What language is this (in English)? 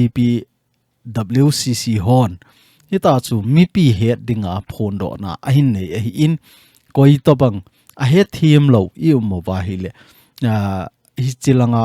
Thado Chin